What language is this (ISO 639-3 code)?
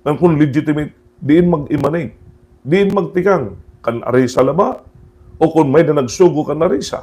war